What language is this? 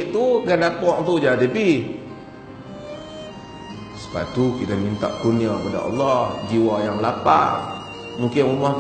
Malay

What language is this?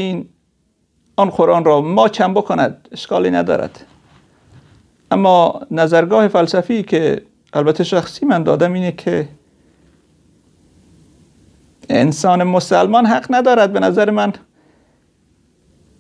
Persian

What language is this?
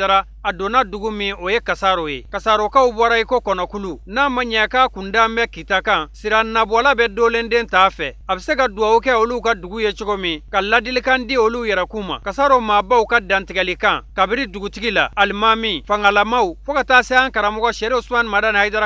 Bambara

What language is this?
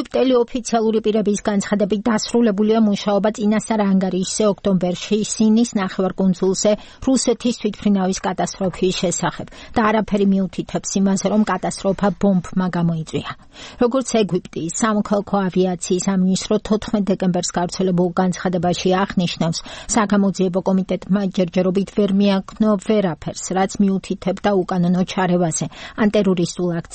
Georgian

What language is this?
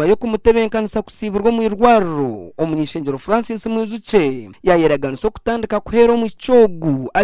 Nyankole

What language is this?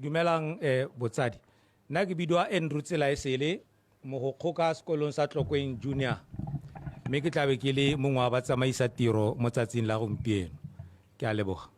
Tswana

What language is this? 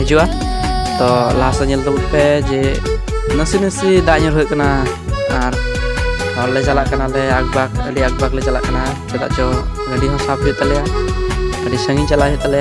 Santali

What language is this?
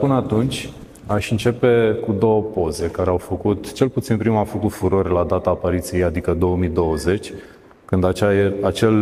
Romanian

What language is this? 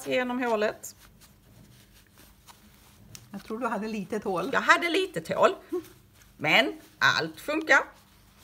Swedish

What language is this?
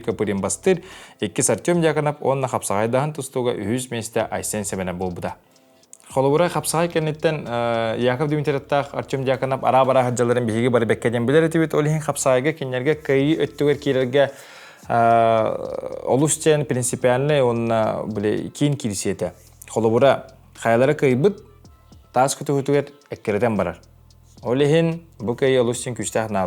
Yakut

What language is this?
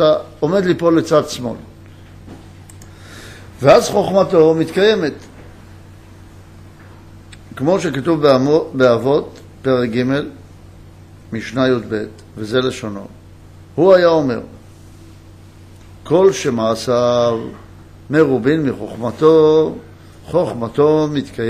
Hebrew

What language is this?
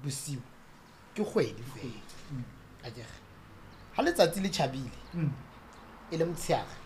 Southern Sotho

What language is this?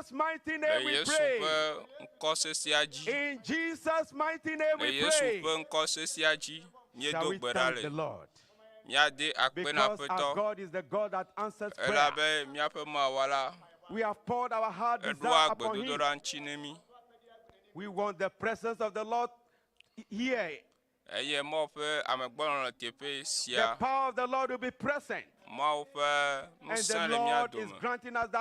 Ewe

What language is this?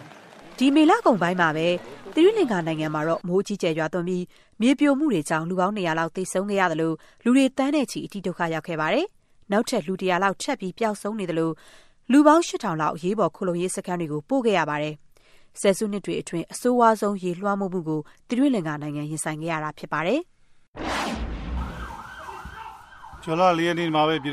Burmese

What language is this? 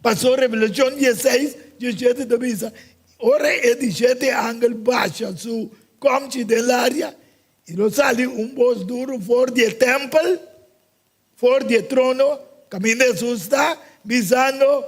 Papiamento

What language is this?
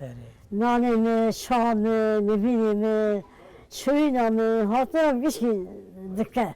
Kurdish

